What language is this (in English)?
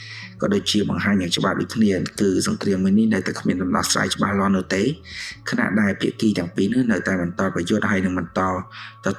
Khmer